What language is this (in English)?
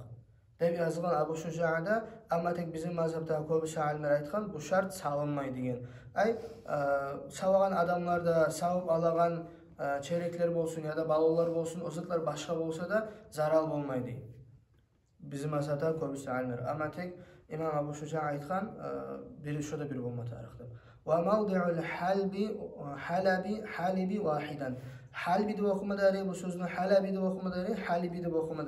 Kumyk